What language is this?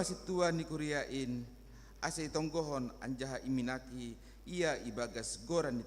Batak Simalungun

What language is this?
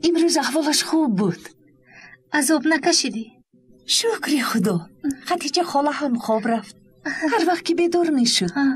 Tajik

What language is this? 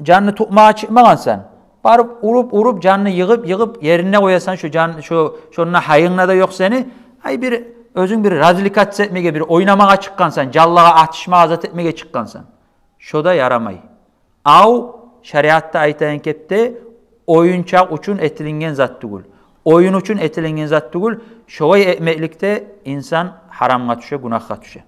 Kumyk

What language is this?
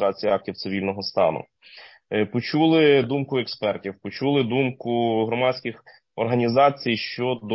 Ukrainian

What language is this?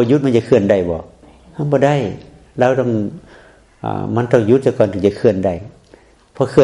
Northeastern Thai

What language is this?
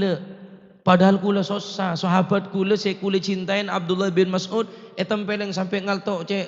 Madurese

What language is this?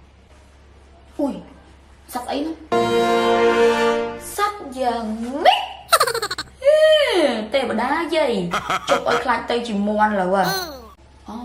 Khmer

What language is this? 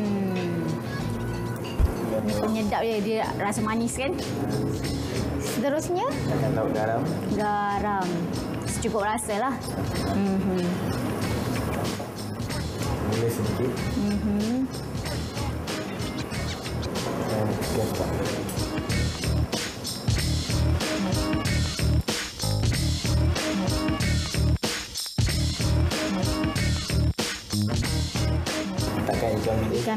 Malay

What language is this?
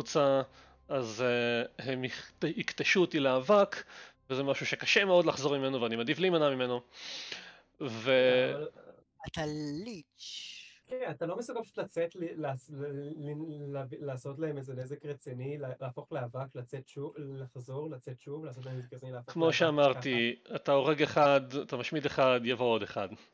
Hebrew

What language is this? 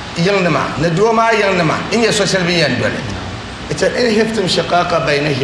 Dagbani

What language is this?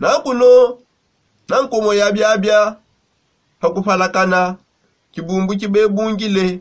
Songe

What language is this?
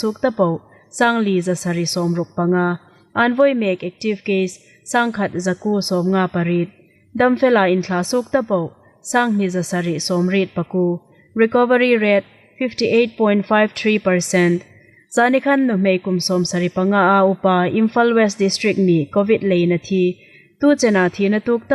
Hmar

